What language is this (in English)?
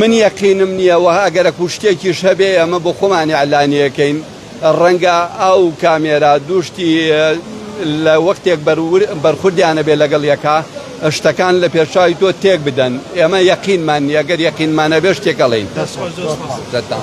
Central Kurdish